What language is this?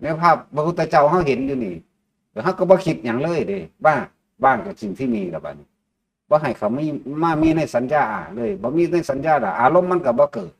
Northeastern Thai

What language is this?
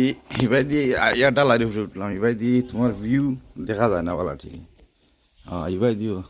Sylheti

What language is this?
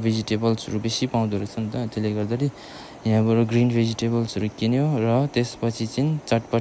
Nepali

